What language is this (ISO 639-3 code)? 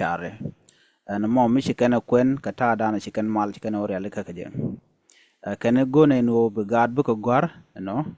nus